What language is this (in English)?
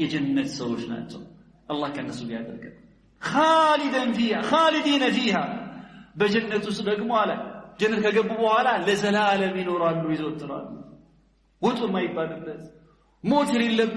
Amharic